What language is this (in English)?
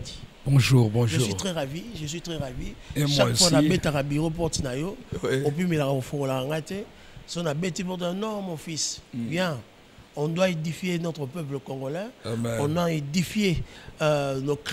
Lingala